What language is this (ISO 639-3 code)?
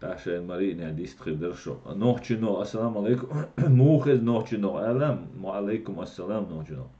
che